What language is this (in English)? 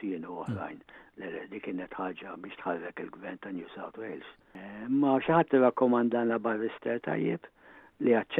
Maltese